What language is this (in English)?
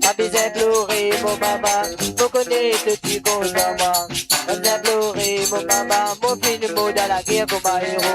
Morisyen